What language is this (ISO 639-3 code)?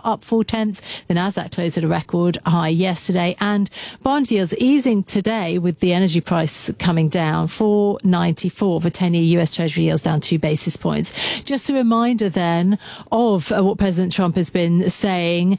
eng